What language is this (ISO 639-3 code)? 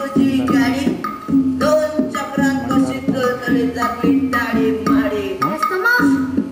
kok